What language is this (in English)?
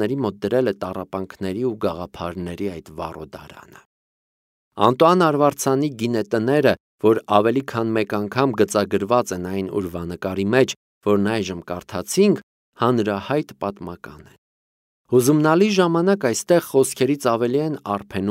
Armenian